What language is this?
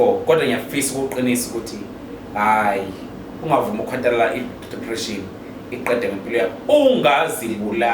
Zulu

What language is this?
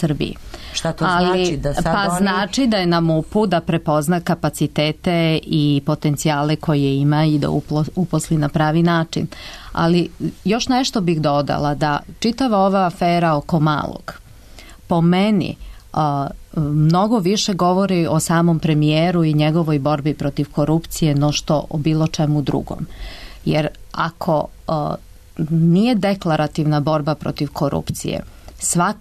Serbian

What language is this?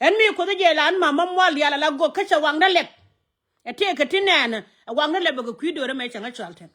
Nuer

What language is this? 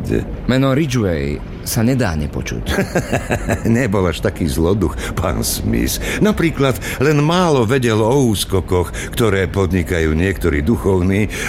Slovak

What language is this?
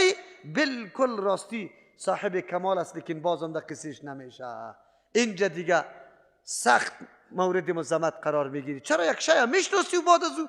Persian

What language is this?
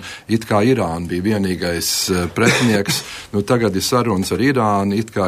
Latvian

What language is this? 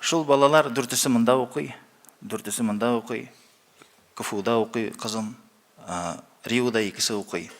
Tatar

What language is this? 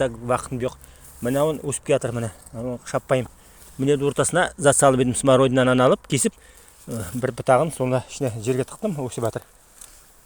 Nogai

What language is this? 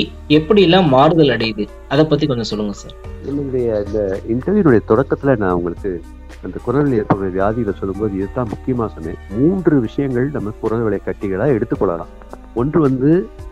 Tamil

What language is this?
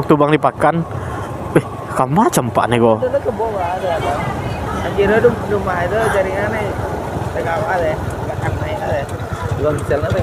Minangkabau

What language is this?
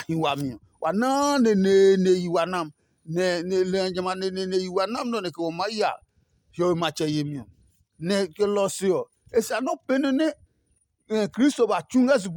Adangme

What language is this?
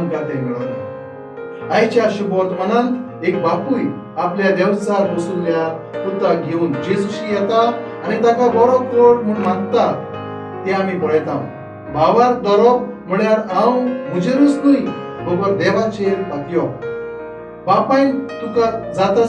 Konkani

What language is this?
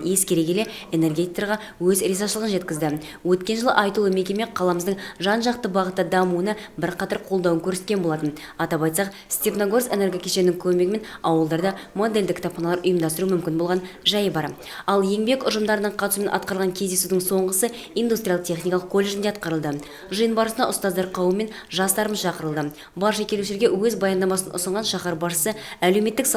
Kazakh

